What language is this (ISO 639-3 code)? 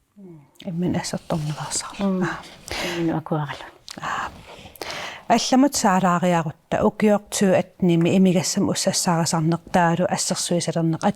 kal